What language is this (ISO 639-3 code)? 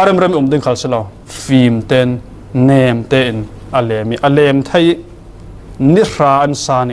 cfm